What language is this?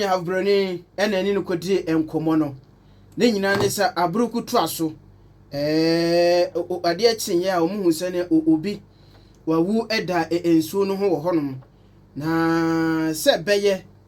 Akan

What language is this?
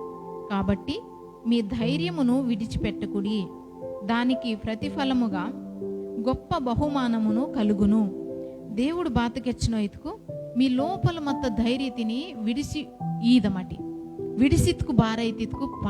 Koya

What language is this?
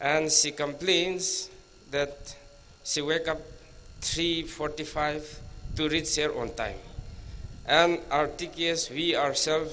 Tangkhul Naga (India)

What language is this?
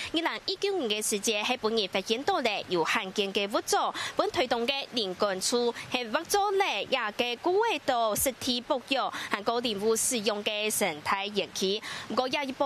Hakka Chinese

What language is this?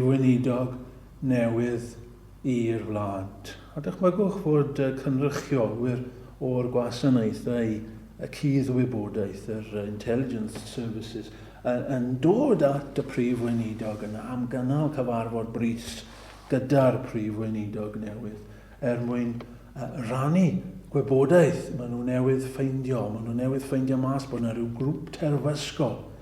Welsh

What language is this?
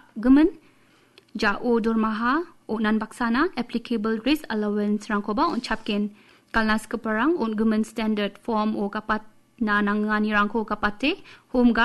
Garo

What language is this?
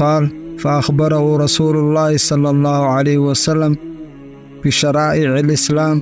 Somali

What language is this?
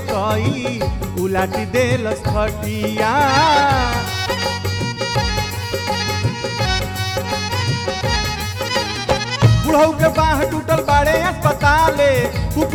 Bhojpuri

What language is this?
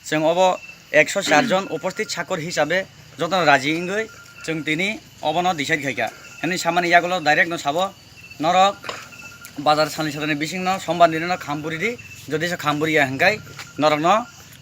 Kok Borok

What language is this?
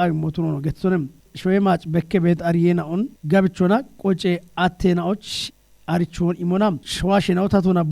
Kafa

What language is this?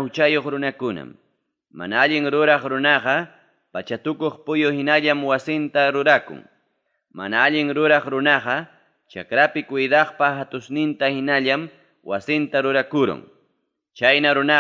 Ayacucho Quechua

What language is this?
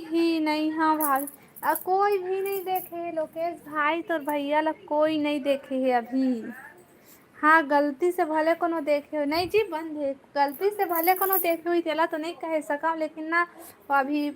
Chhattisgarhi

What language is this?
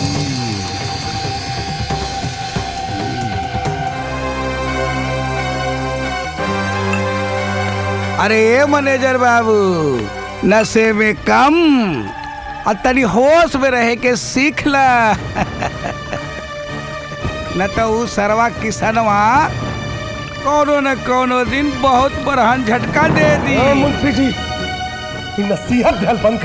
Bhojpuri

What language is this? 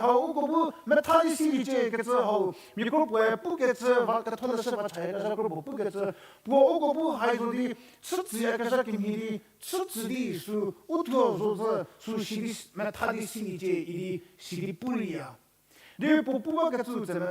Angami Naga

